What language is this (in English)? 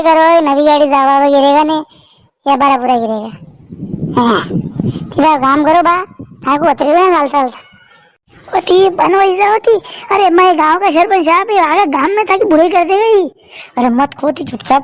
Rajasthani